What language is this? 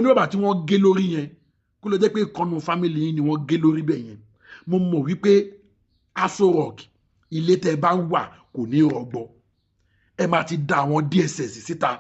Yoruba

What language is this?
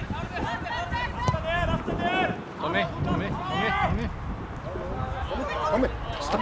Icelandic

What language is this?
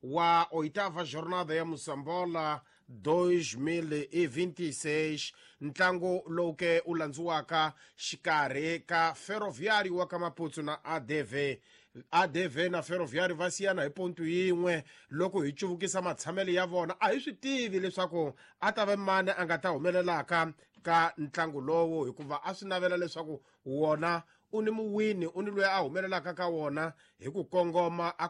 Tsonga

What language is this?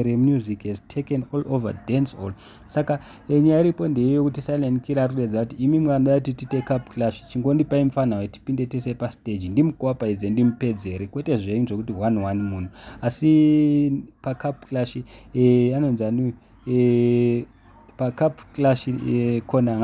Shona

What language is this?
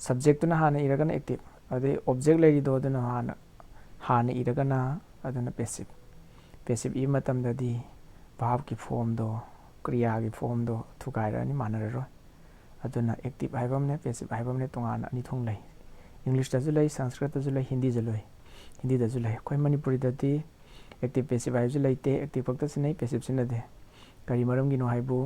Manipuri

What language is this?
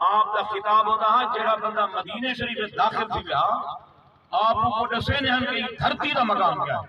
Saraiki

